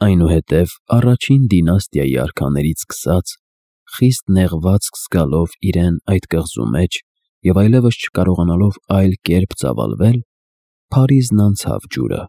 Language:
Armenian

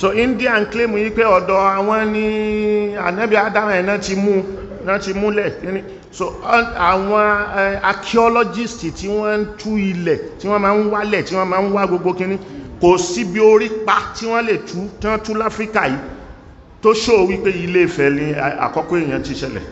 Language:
Yoruba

